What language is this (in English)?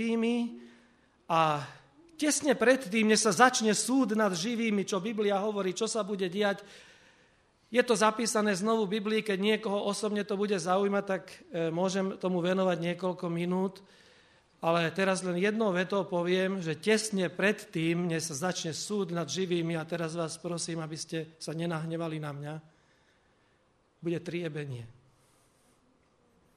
Slovak